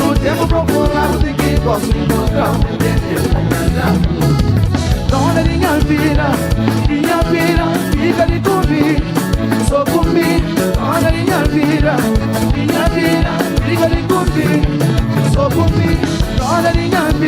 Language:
Kabuverdianu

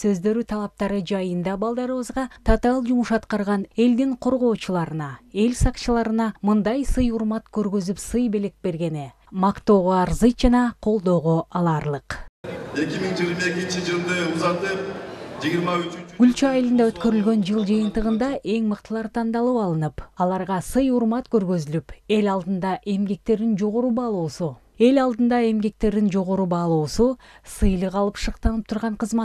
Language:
Kyrgyz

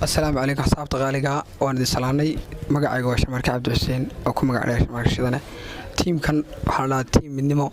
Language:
Somali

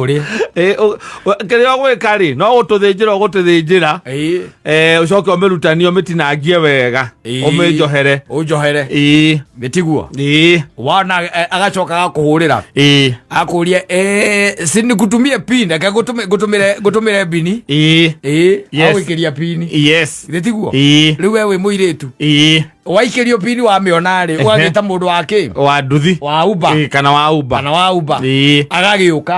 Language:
Kikuyu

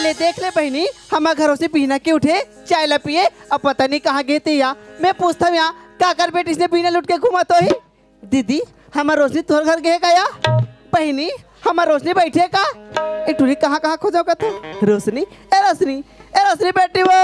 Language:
Chhattisgarhi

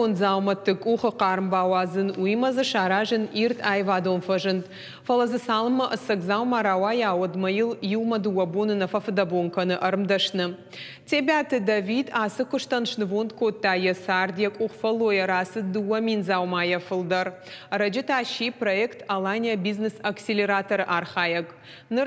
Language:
Ossetic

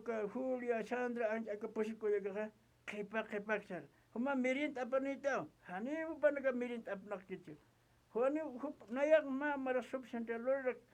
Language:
Aymara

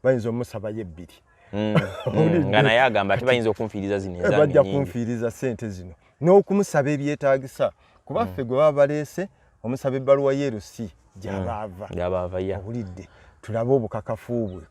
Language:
Ganda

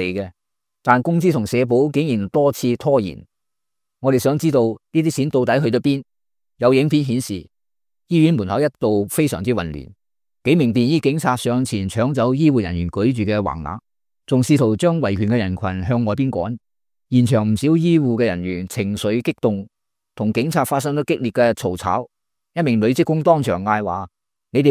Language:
Cantonese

